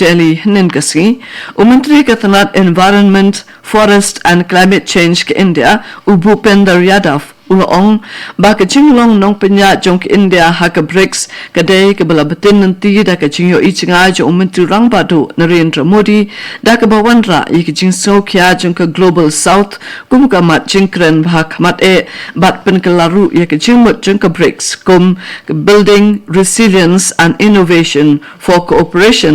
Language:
Khasi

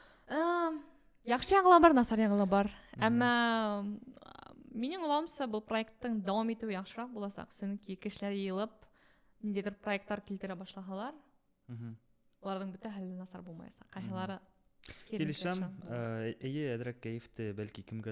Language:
Bashkir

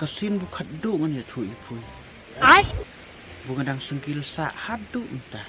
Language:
Khasi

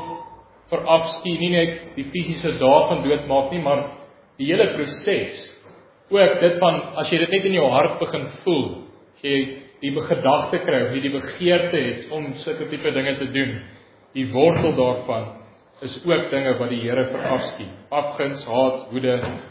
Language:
Afrikaans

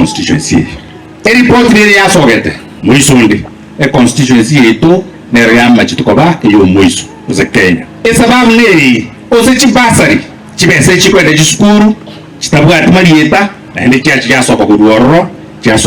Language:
Gusii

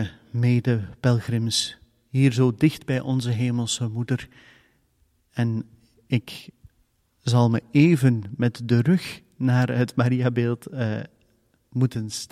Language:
Dutch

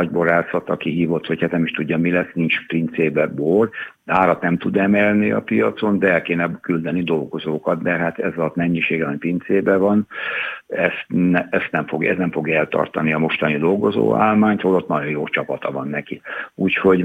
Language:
Hungarian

